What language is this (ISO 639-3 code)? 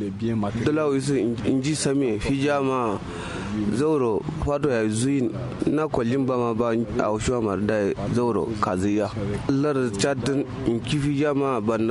kau